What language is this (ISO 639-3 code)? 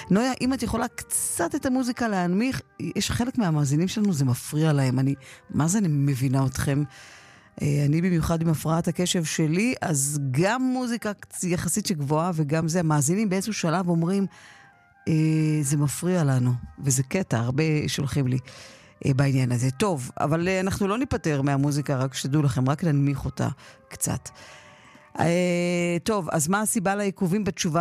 heb